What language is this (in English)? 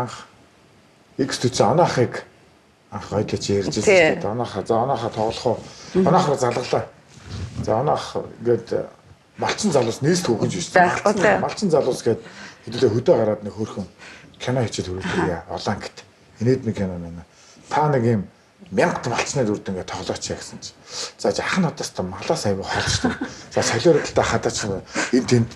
Mongolian